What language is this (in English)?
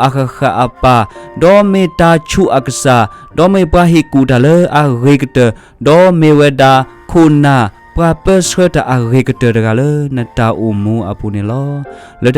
S'gaw Karen